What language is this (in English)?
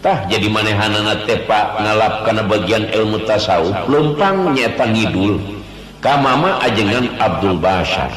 Sundanese